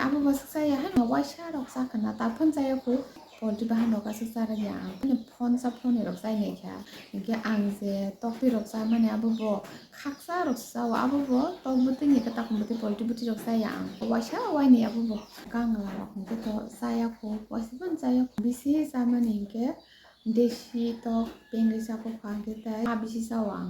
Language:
Kok Borok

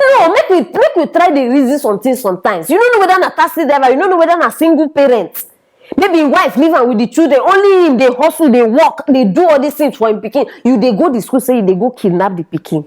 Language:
Nigerian Pidgin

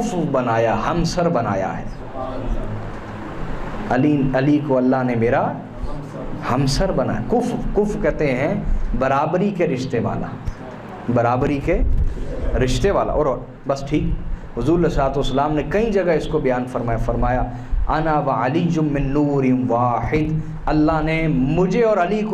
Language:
Urdu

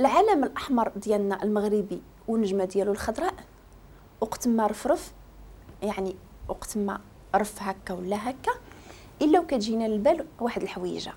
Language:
Moroccan Arabic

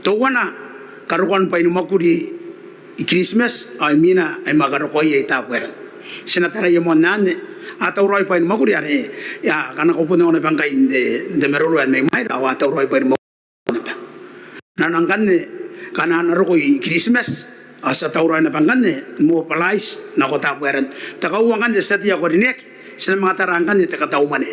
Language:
Gilbertese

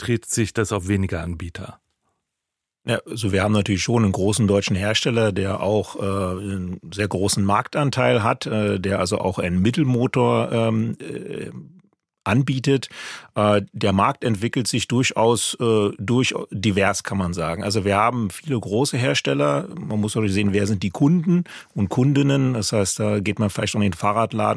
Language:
German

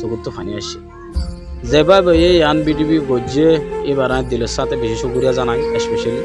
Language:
Rohingya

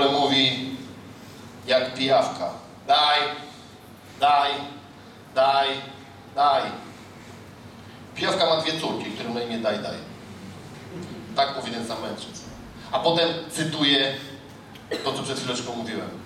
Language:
Polish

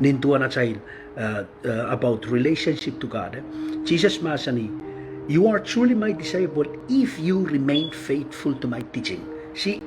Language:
Pohnpeian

